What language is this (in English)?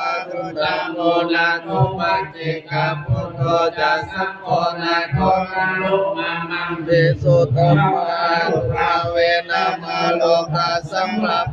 Pali